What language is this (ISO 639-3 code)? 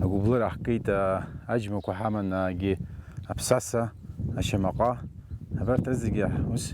abk